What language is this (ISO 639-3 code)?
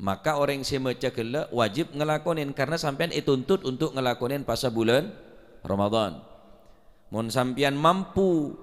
mad